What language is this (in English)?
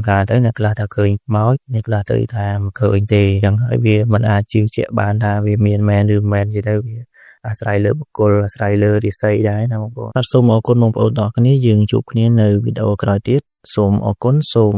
Khmer